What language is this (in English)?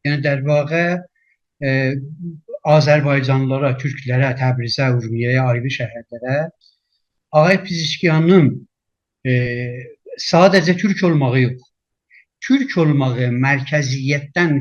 South Azerbaijani